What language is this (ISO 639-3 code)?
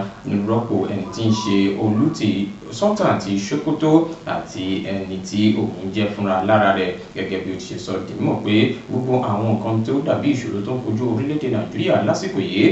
yor